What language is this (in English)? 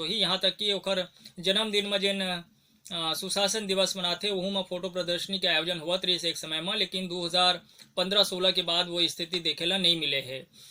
Chhattisgarhi